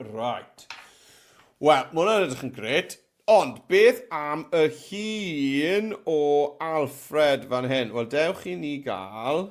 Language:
Welsh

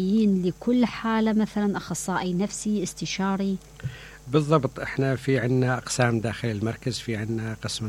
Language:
Mesopotamian Arabic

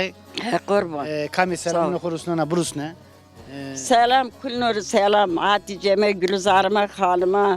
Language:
Zaza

